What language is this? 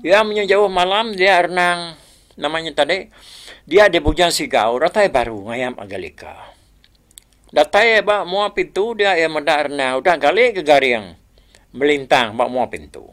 Iban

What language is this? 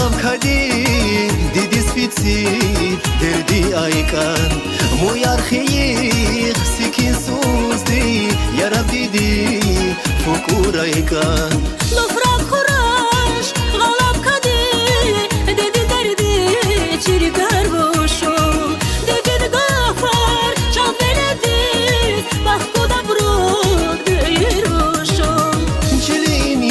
Tabassaran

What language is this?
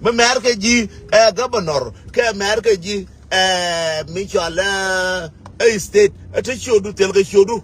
Nuer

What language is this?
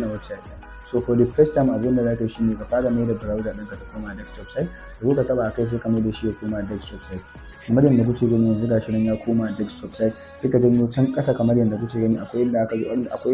Hausa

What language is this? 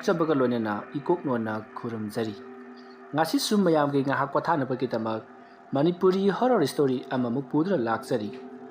Manipuri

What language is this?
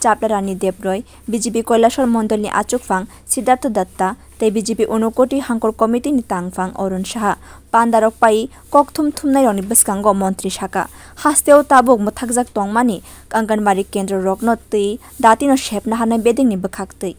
Kok Borok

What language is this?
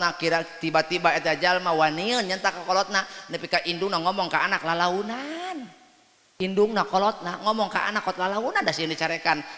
Sundanese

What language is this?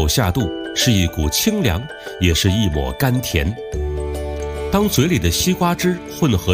Chinese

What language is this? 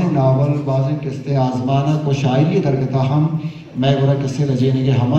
Baluchi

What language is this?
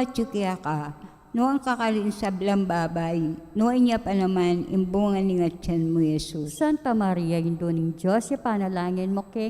Pampanga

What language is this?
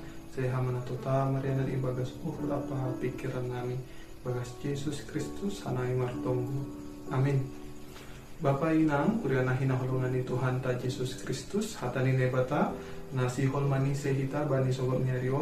Batak Simalungun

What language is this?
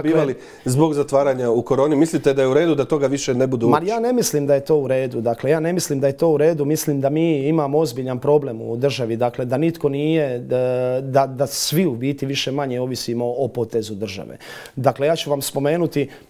Croatian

